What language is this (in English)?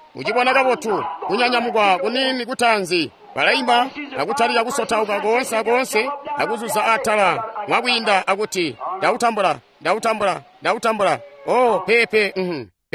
Tonga (Zambia)